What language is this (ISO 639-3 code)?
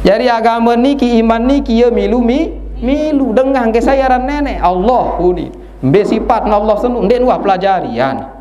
sas